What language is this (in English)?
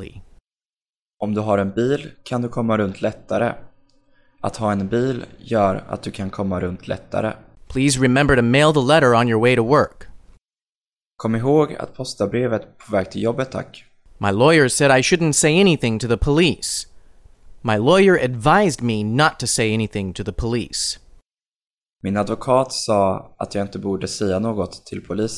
Swedish